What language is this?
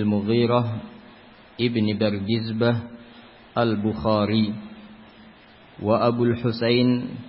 Indonesian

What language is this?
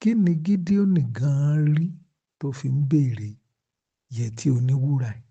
Yoruba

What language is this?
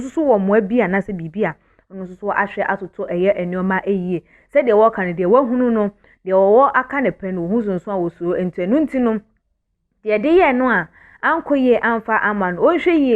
Akan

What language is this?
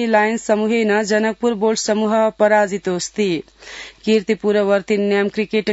Sanskrit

